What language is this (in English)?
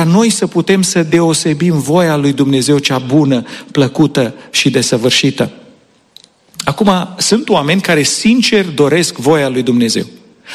Romanian